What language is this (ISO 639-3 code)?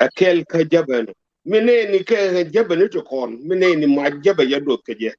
nus